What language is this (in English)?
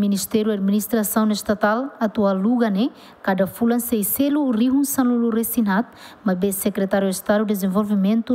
Tetum